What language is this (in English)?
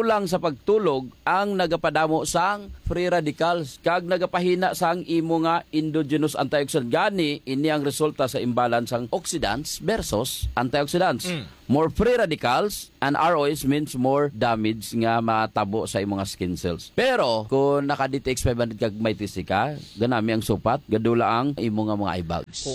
Hiligaynon